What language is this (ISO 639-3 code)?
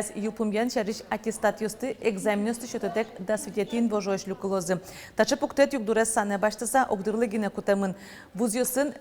udm